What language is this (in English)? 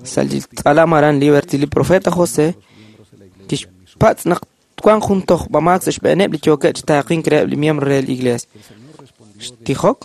Kekchí